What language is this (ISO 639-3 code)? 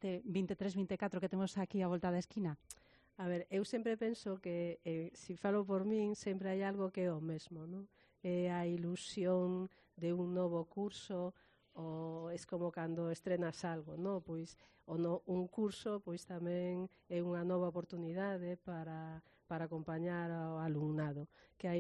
glg